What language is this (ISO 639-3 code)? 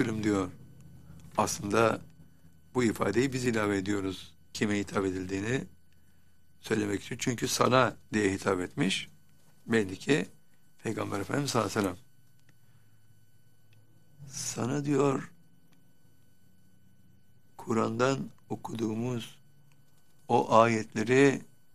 tur